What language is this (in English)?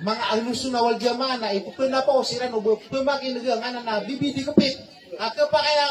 Maranao